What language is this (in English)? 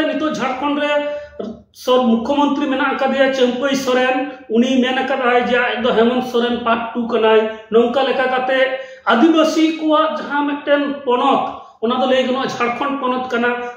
Santali